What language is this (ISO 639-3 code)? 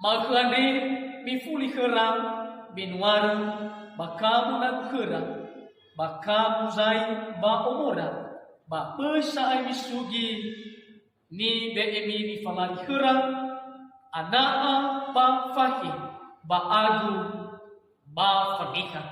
nia